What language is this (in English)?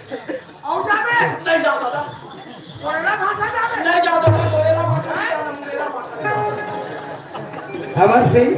Chhattisgarhi